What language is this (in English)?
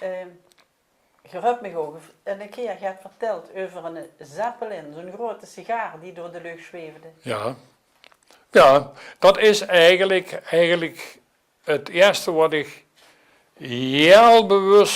Limburgish